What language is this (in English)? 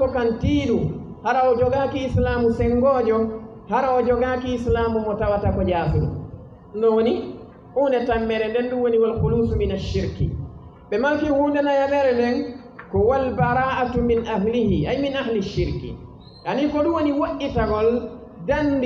Fula